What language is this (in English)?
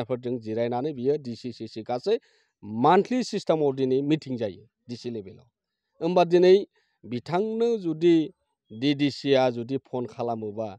Bodo